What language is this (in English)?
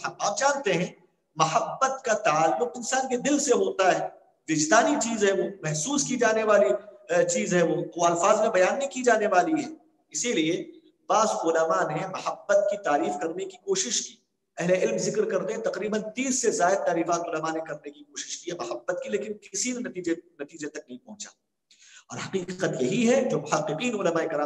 Urdu